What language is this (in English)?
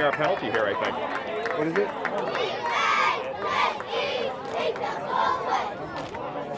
English